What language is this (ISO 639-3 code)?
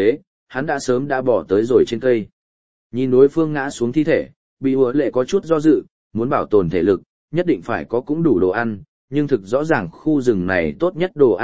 vie